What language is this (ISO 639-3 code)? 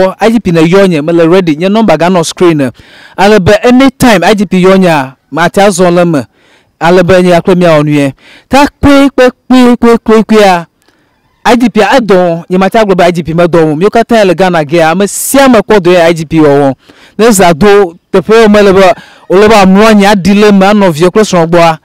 ewe